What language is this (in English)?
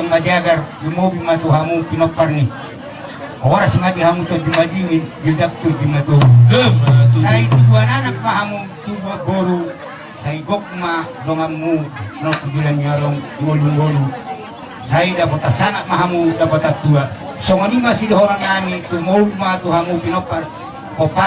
Batak Toba